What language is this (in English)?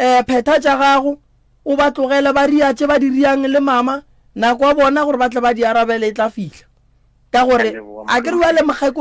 Northern Sotho